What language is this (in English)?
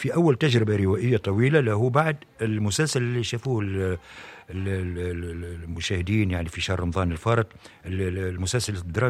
Tunisian Arabic